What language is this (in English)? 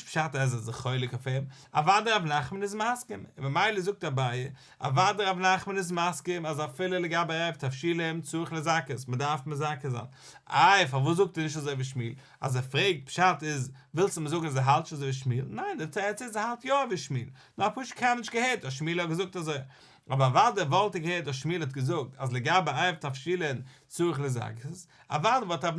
Yiddish